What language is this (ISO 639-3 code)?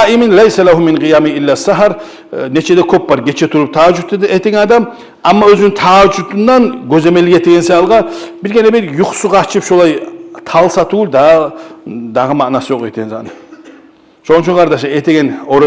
kum